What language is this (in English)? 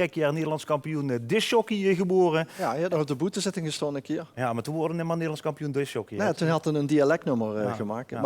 Limburgish